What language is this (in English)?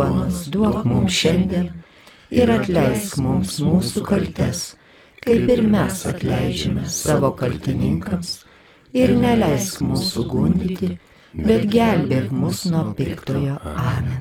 Lithuanian